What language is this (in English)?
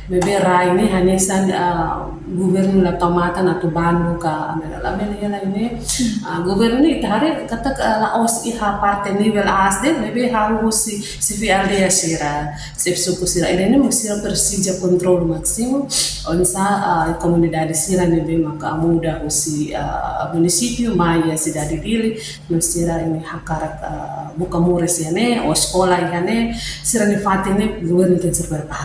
Tetum